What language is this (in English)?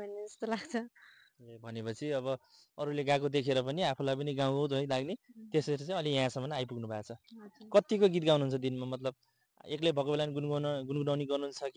Nepali